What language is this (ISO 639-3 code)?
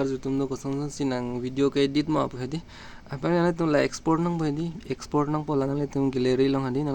mjw